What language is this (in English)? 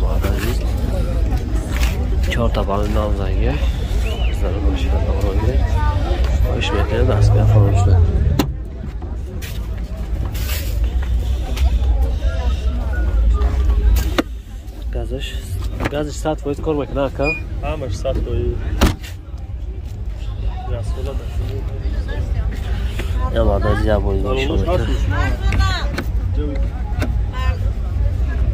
Tajik